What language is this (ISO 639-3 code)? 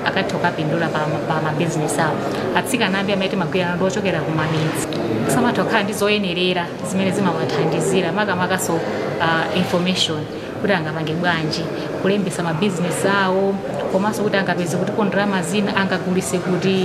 nya